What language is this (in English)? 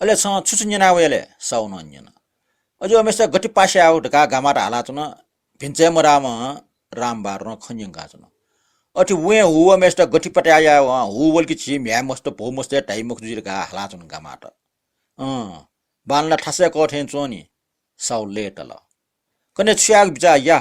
Newari